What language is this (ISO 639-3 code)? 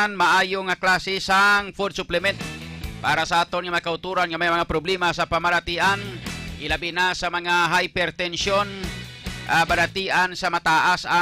hil